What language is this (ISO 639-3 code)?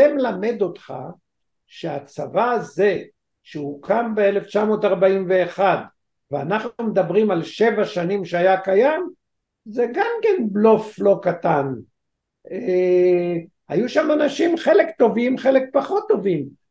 heb